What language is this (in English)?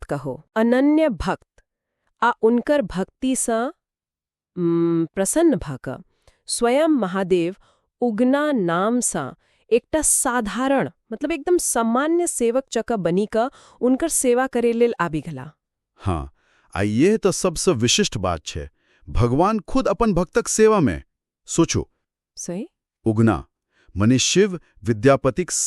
Maithili